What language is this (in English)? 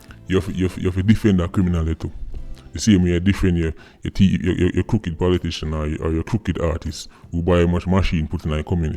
Jamaican Creole English